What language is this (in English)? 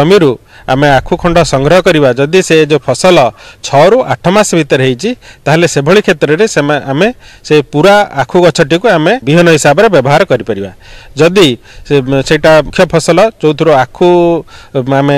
Odia